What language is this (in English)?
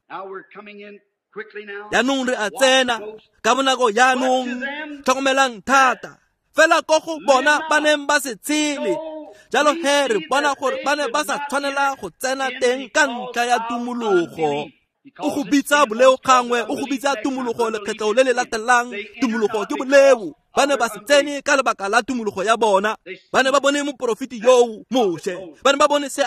Tswana